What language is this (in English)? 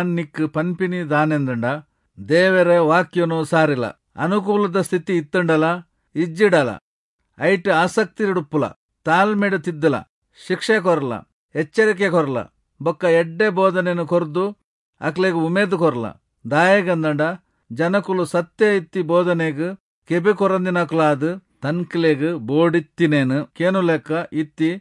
Tulu